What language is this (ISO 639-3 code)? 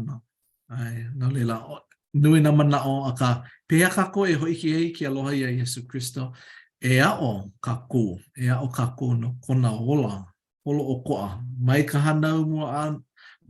haw